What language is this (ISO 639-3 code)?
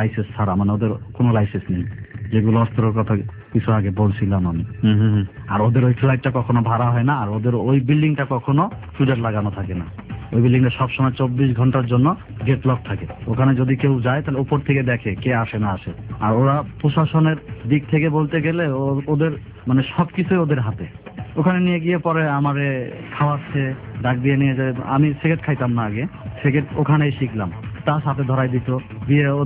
ben